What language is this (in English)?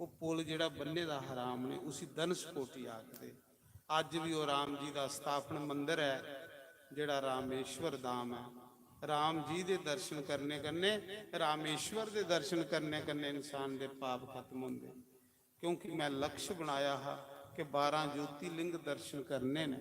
Dogri